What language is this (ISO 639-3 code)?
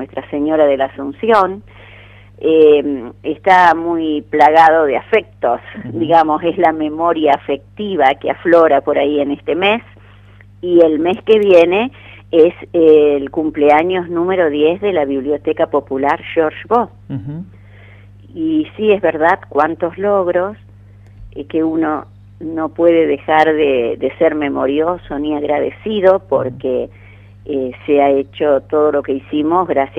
spa